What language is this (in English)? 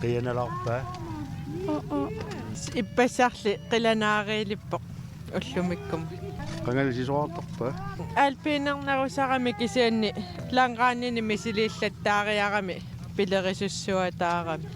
Kalaallisut